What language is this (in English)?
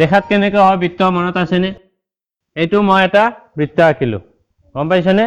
Assamese